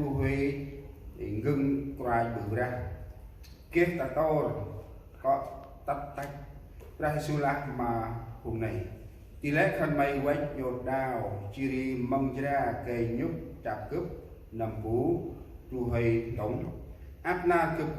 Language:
Central Mnong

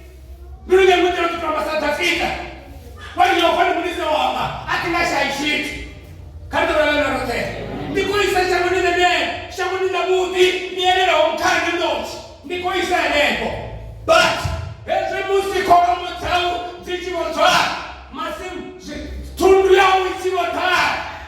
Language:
Venda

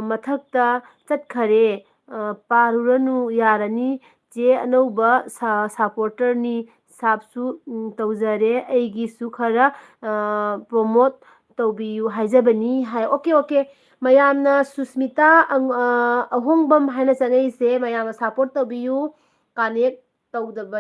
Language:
Manipuri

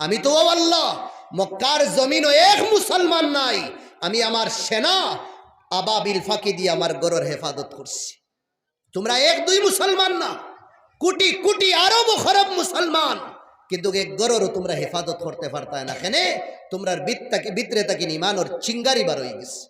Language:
Sylheti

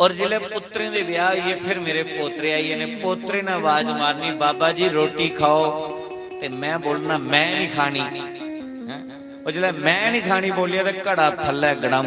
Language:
Dogri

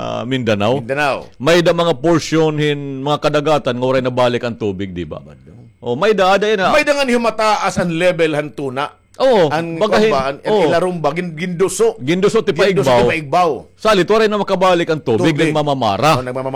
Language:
Waray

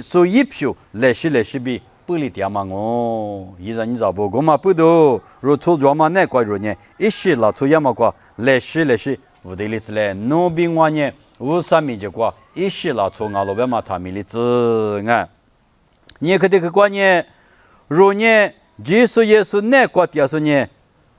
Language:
Lisu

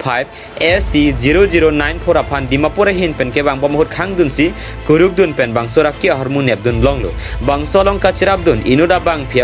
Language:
Karbi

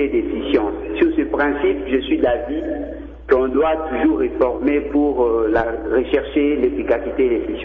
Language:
French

